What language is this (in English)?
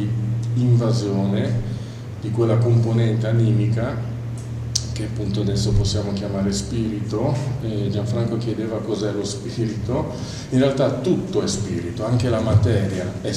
Italian